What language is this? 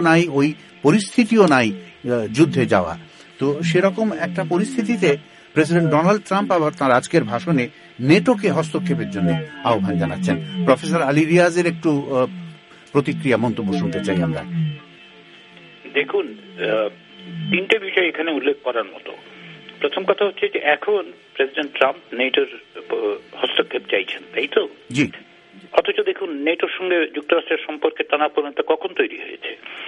Bangla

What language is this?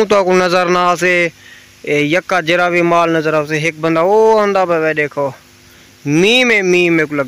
Saraiki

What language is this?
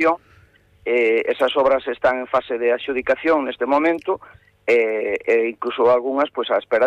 Galician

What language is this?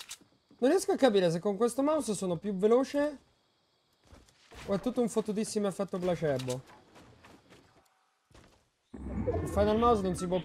Italian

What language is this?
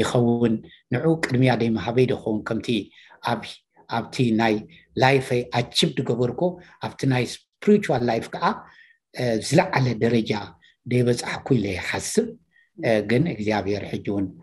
Tigrinya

